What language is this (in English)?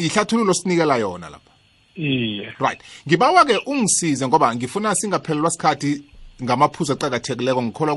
South Ndebele